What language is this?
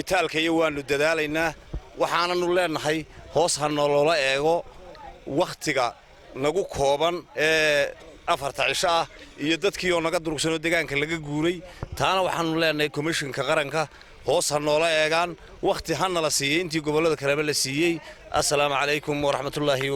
Somali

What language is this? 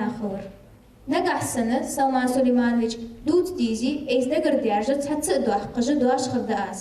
Ingush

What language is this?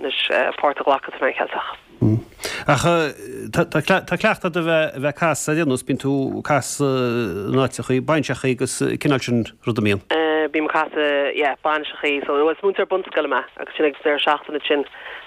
Irish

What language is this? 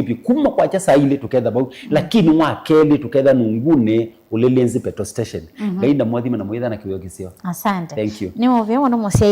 Kamba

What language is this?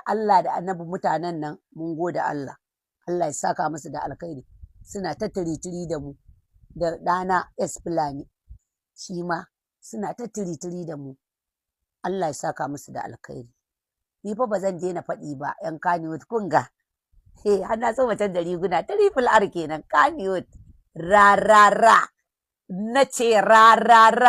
Hausa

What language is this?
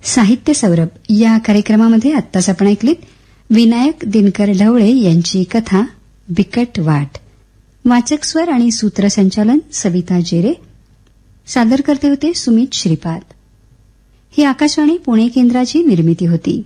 Marathi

